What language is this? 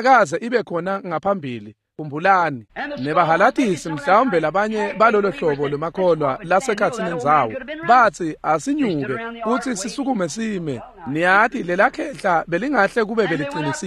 Swati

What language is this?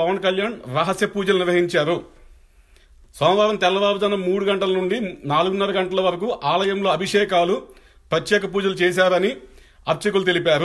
Telugu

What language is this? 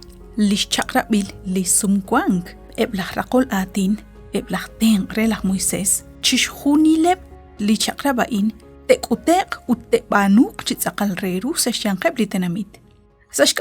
Kekchí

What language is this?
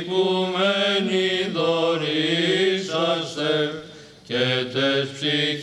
Greek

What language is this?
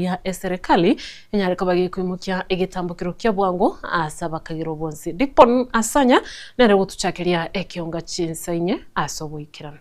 Gusii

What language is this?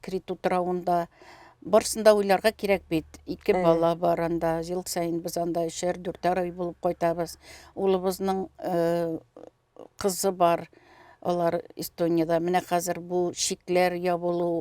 Tatar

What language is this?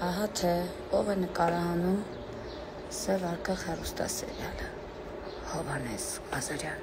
Armenian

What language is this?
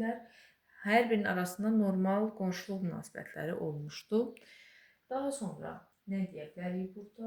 Azerbaijani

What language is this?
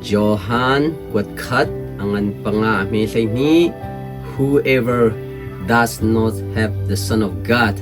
Hakha Chin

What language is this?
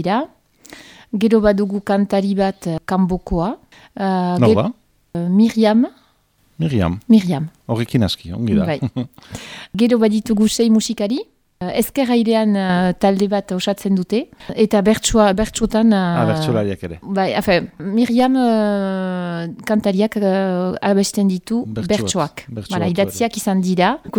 Basque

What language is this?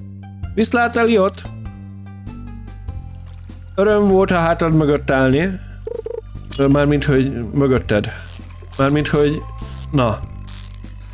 Hungarian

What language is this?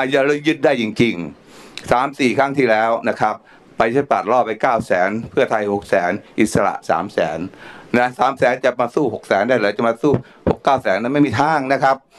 Thai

